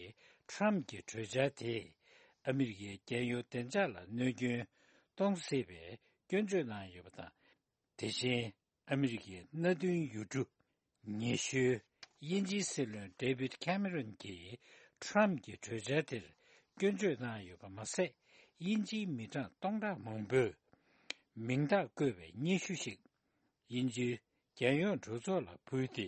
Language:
Tibetan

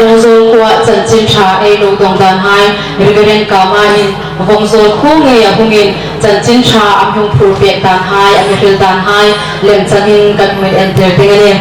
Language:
Hmar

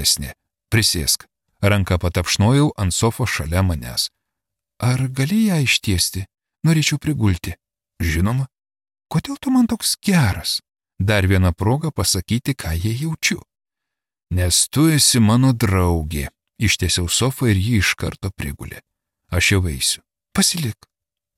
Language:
Lithuanian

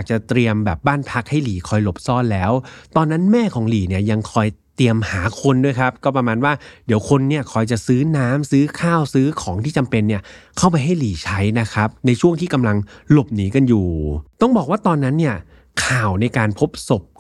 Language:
Thai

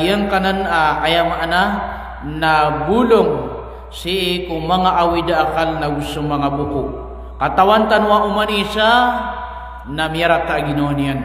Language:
Maranao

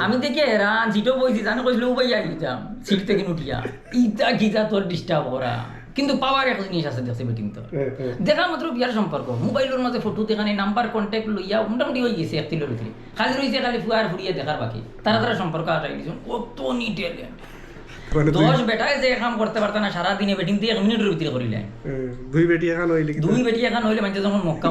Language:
Sylheti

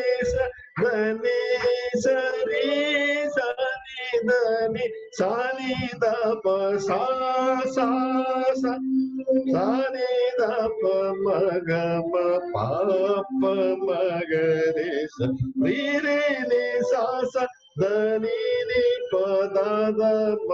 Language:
Telugu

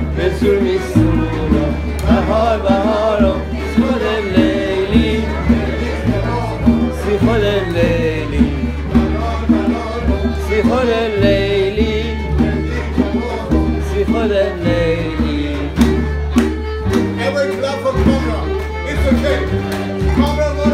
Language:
Persian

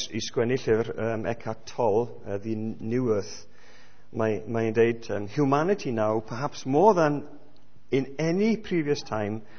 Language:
Welsh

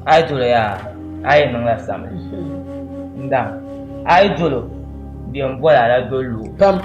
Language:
Dagbani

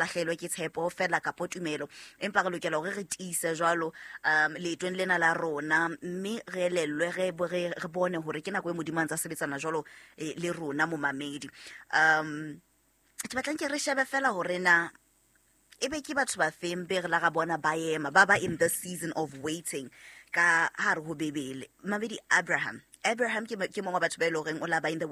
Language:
Southern Sotho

